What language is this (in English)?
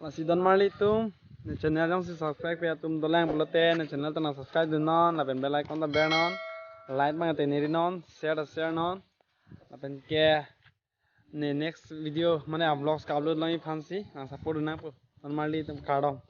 Karbi